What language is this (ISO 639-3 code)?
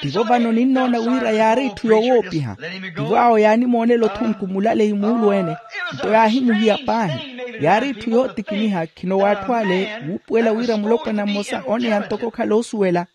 vmw